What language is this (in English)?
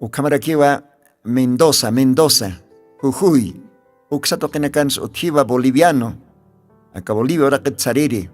Aymara